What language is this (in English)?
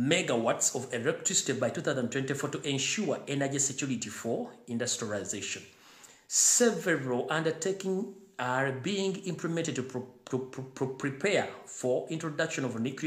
Ganda